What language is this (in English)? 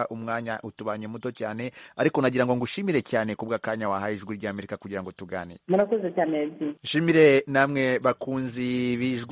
Kinyarwanda